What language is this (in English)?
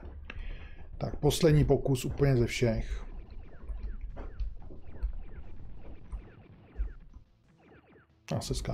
Czech